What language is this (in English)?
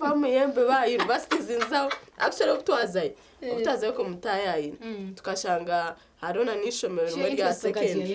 Nyankole